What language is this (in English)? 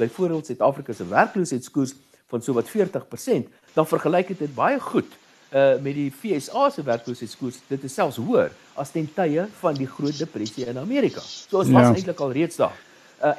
Afrikaans